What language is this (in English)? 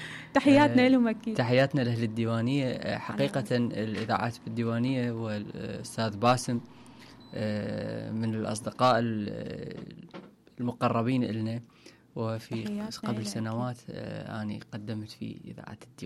Mesopotamian Arabic